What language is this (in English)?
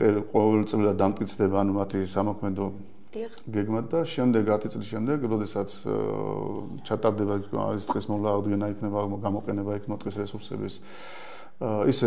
Georgian